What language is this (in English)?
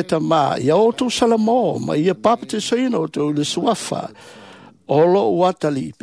Samoan